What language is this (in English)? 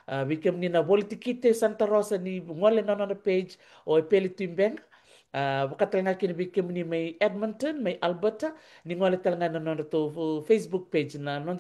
Fijian